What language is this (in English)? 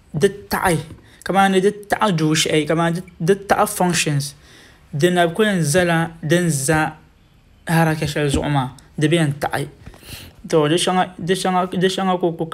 Dagbani